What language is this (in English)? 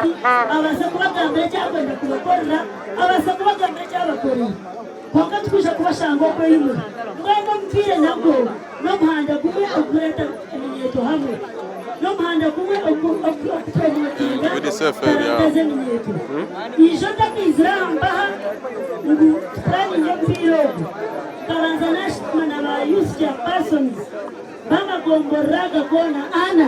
Nyankole